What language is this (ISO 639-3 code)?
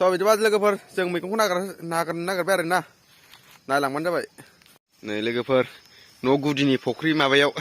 brx